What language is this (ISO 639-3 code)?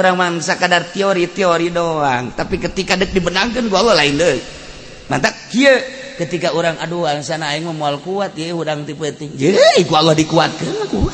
sun